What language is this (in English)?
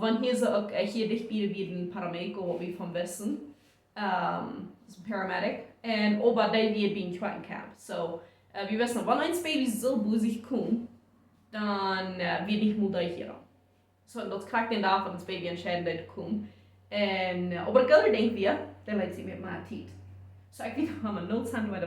Plautdietsch